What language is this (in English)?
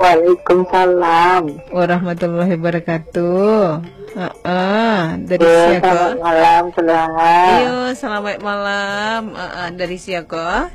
Minangkabau